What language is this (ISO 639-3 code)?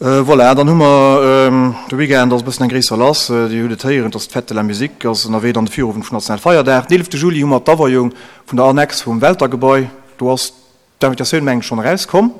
ltz